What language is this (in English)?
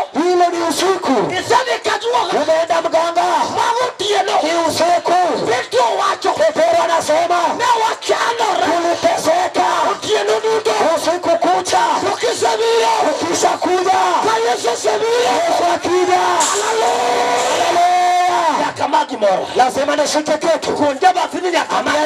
Luo (Kenya and Tanzania)